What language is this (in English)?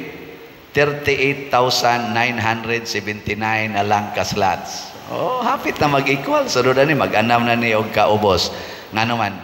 Cebuano